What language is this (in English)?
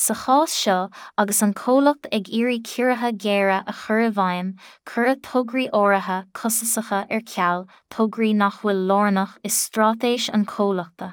Irish